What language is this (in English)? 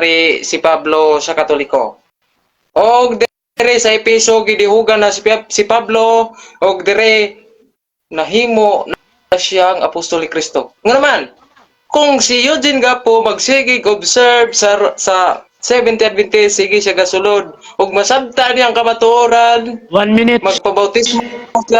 Cebuano